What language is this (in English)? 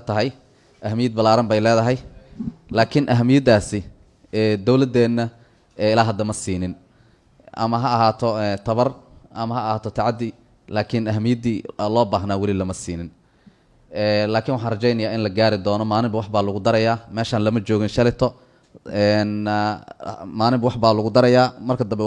Somali